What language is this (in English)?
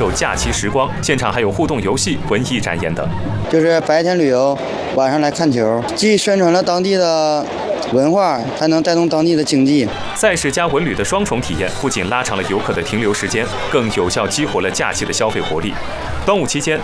Chinese